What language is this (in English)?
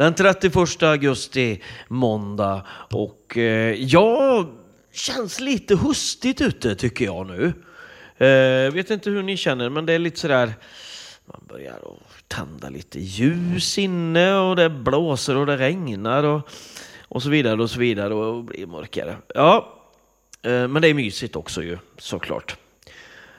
Swedish